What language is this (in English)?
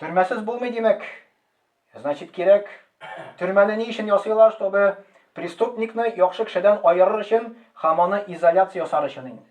Tatar